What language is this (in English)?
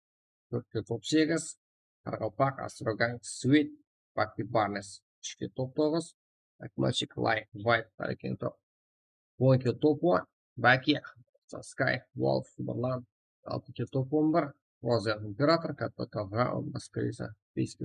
Kara-Kalpak